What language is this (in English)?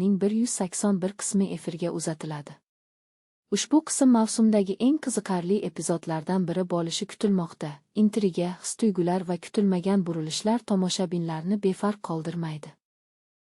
Uzbek